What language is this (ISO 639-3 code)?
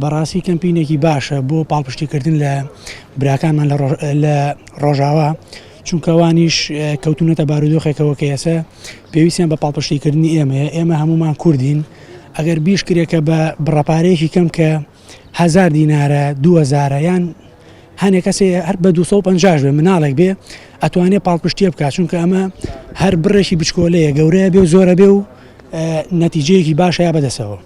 ckb